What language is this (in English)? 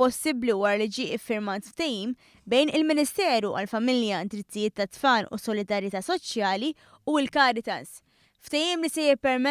Maltese